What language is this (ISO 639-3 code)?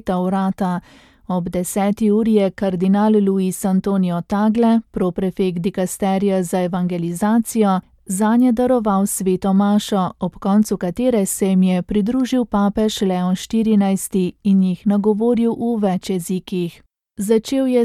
slv